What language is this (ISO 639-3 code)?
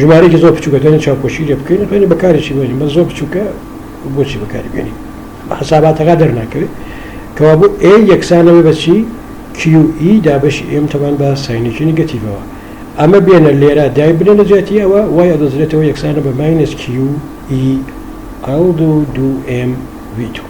ckb